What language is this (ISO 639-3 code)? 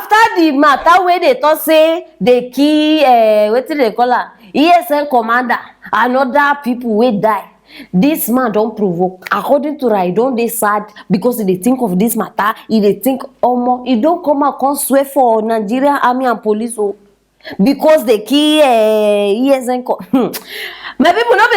pcm